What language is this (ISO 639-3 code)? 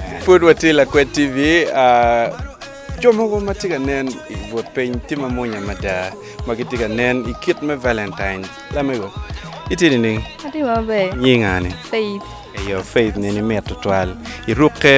ach